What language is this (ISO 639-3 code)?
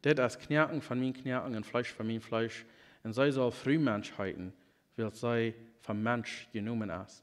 pdt